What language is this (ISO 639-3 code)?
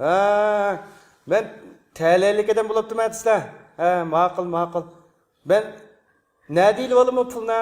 uig